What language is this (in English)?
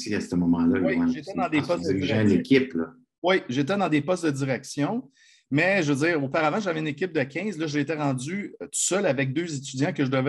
French